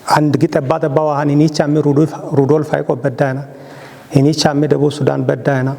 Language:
Kafa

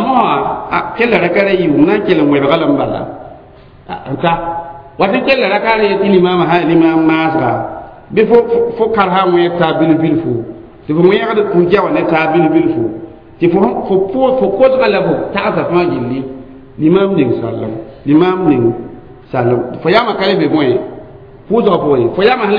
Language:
Mossi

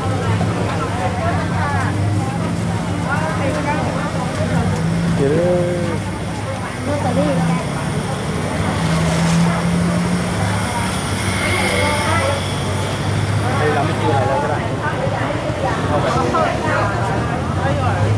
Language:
Thai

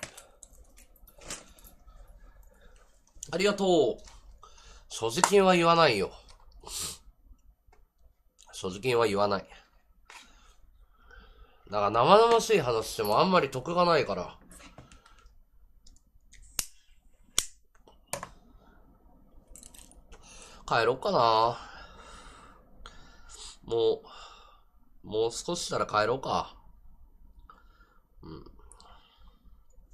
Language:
Japanese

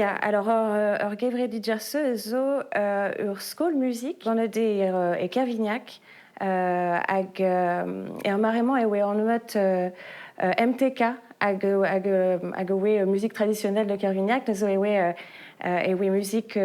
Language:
Breton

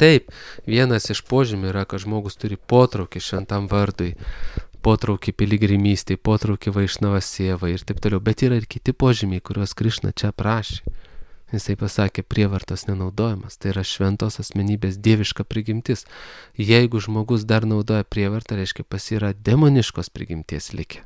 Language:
Lithuanian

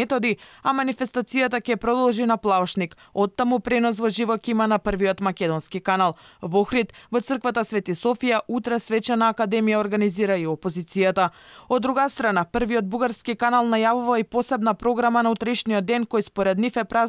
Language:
Macedonian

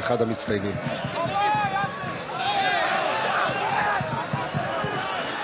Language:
Hebrew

